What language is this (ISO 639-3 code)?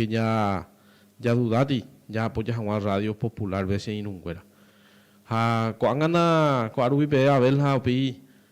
grn